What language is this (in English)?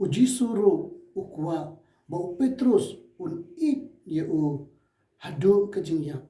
Khasi